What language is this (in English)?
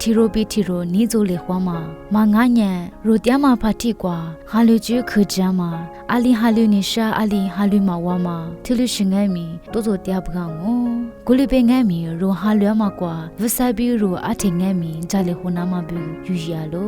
Lisu